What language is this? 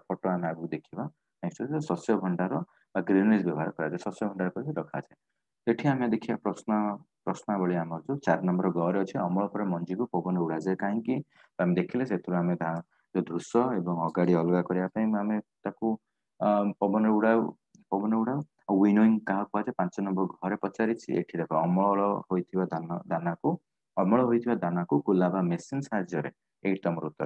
Odia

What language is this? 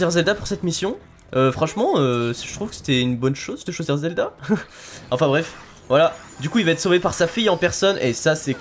French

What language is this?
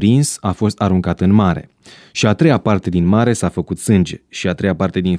Romanian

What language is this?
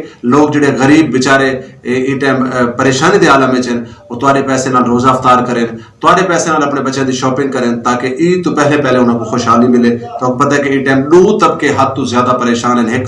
Western Panjabi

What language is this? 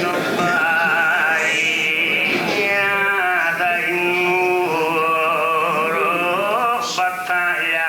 Sardinian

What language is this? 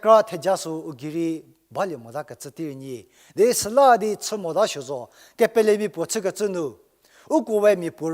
Angami Naga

